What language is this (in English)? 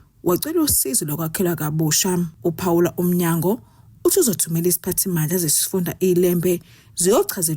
Zulu